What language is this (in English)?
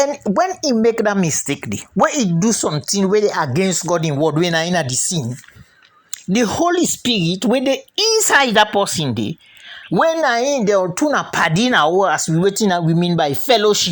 Krio